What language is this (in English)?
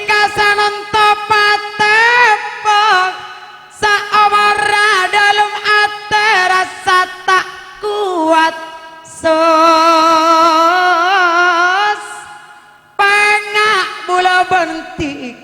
Madurese